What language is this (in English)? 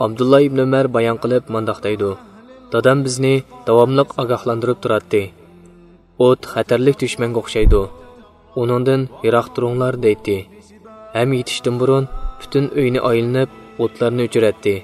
Uyghur